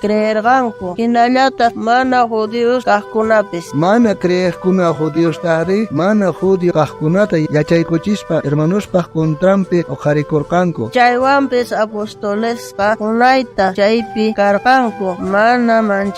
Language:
South Bolivian Quechua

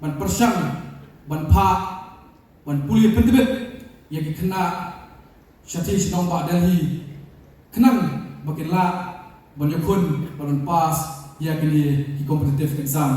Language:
Khasi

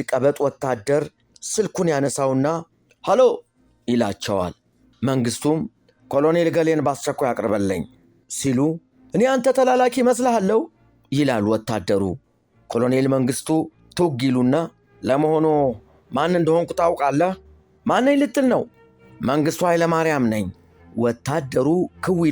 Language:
Amharic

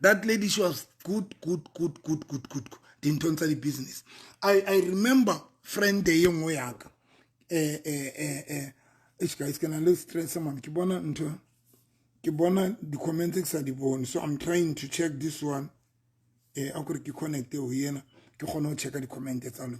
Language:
Southern Sotho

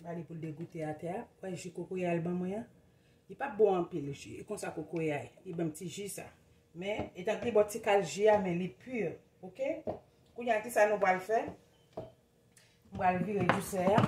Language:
Haitian Creole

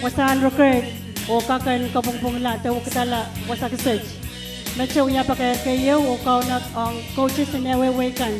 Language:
Pohnpeian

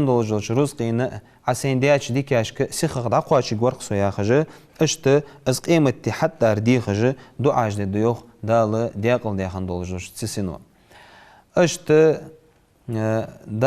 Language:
Ingush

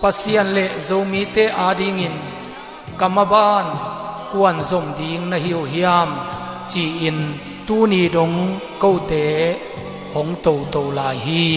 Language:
Tedim Chin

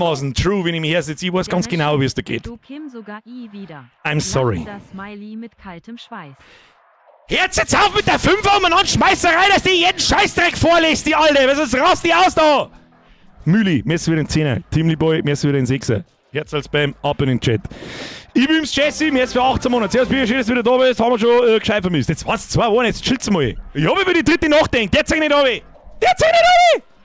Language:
Bavarian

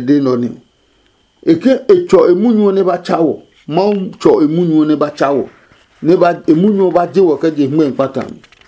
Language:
Adangme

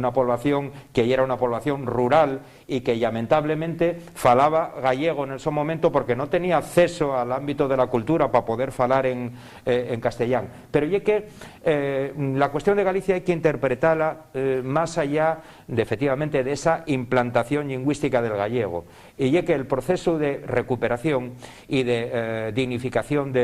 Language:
Asturian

